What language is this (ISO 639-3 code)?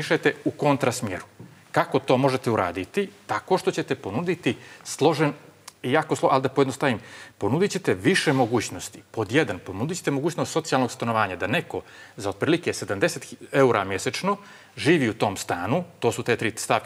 srp